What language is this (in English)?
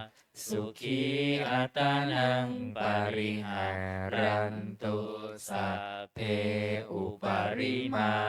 Pali